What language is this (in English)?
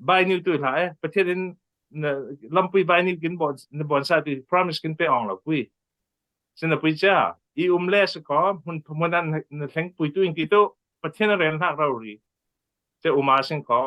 Falam Chin